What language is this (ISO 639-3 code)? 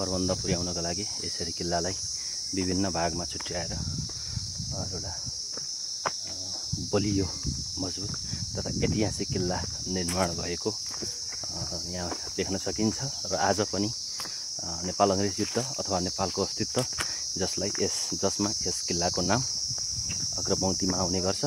nep